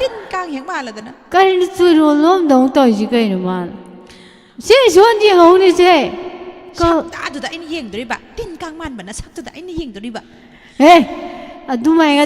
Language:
Manipuri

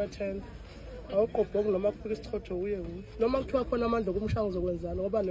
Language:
Zulu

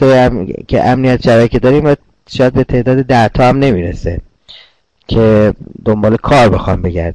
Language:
Persian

